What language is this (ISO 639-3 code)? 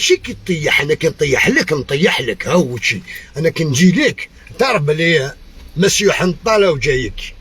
arq